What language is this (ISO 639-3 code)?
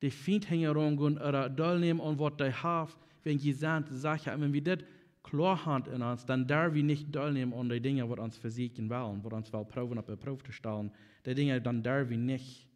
pdt